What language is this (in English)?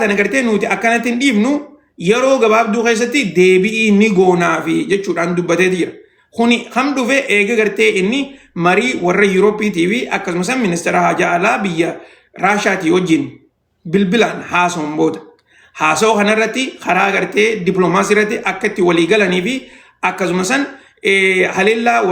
Oromo